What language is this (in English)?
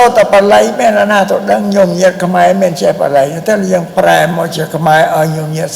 Khmer